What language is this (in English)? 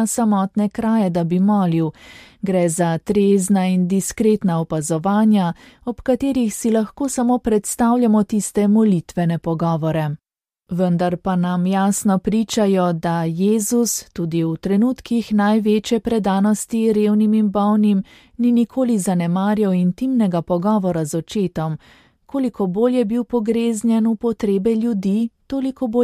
Slovenian